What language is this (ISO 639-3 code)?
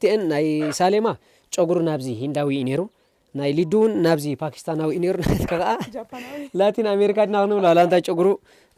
tir